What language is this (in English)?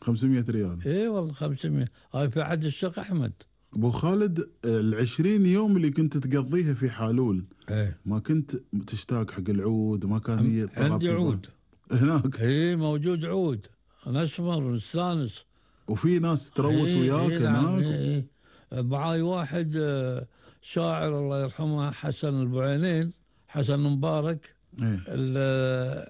Gulf Arabic